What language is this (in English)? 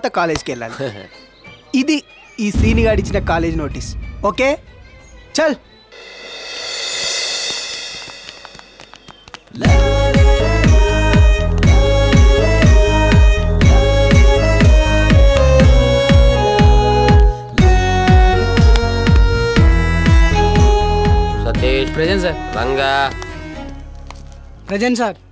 Telugu